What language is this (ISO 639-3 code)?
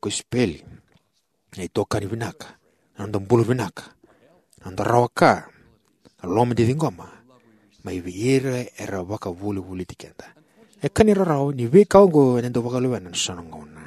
fij